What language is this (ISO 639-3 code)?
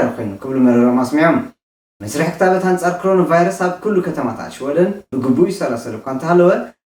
tir